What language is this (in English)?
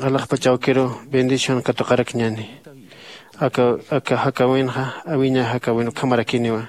Aymara